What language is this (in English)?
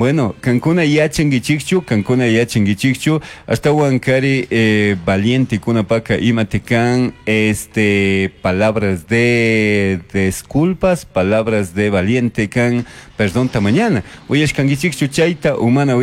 Chimborazo Highland Quichua